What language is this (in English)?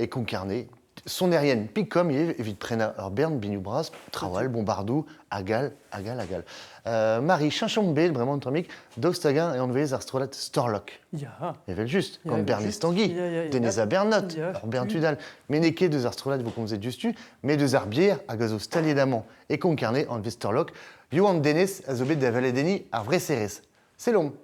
Breton